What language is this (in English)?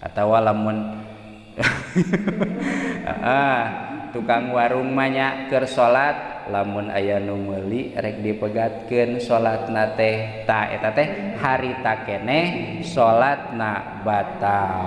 Sundanese